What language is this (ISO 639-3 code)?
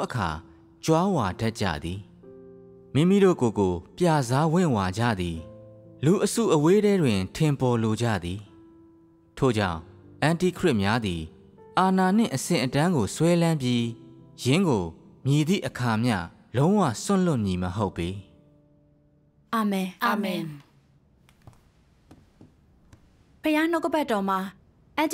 mya